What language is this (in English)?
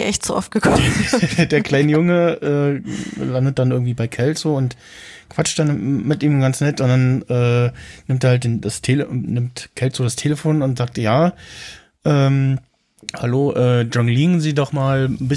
German